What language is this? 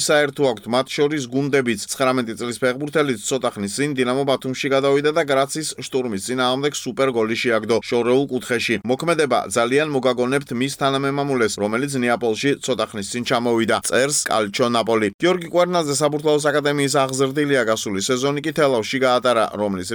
Georgian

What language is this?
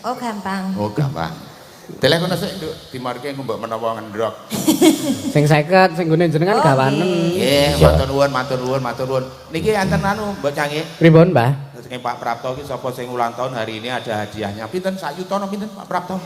Javanese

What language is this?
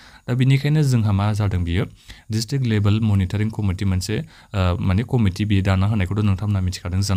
Bodo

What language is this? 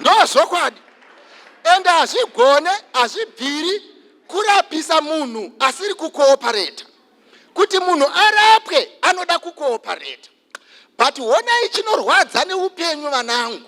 Shona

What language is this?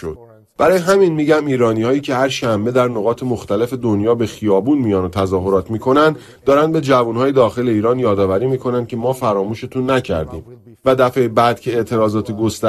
Persian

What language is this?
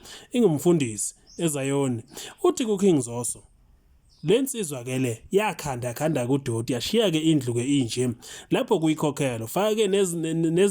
Zulu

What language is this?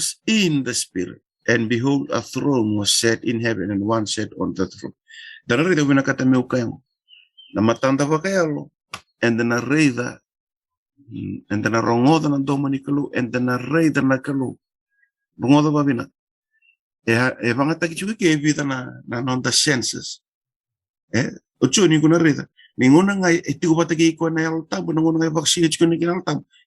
Fijian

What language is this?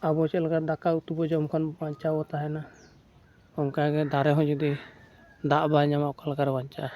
Santali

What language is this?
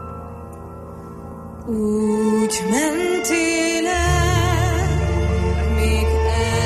Hungarian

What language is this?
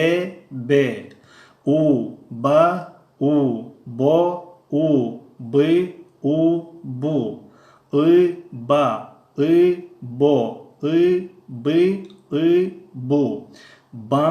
Tajik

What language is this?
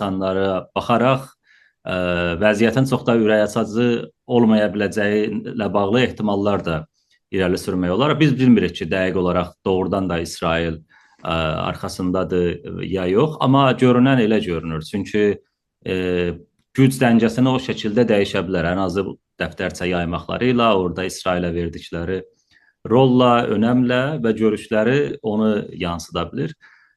South Azerbaijani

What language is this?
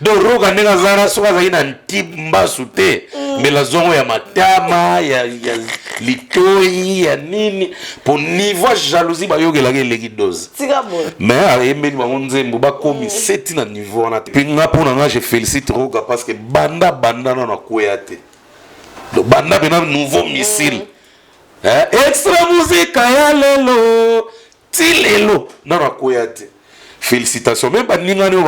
Lingala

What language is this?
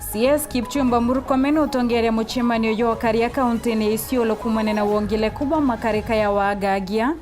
Meru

